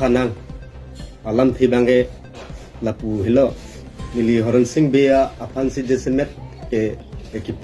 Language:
Karbi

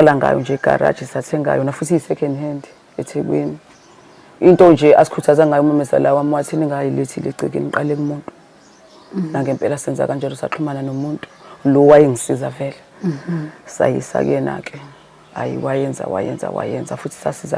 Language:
Zulu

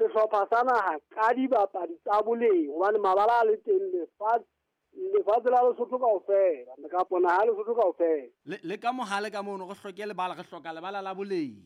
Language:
Southern Sotho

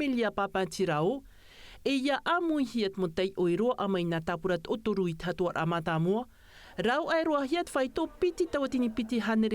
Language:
Tahitian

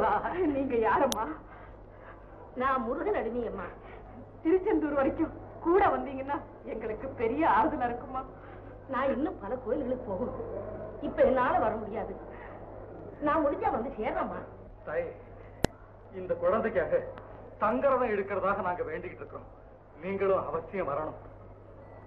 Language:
Tamil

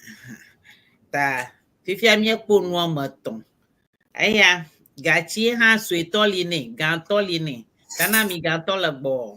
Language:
Ewe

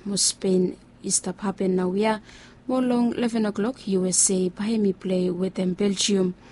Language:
Bislama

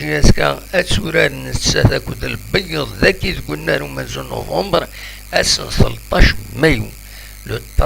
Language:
Kabyle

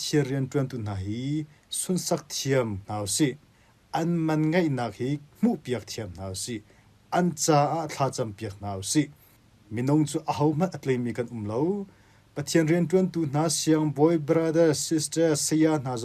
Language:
Hakha Chin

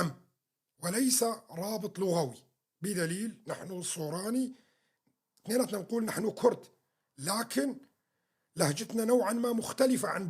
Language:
North Levantine Arabic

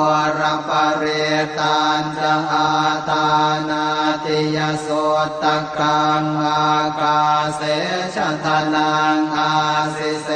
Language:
Pali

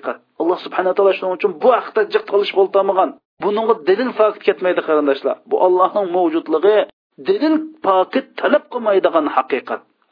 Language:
Uyghur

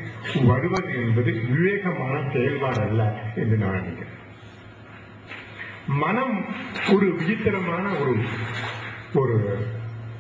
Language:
Tamil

